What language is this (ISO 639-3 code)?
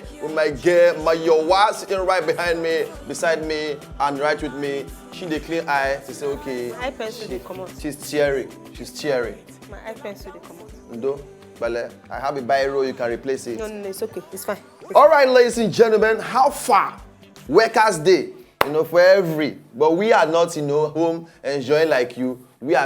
pcm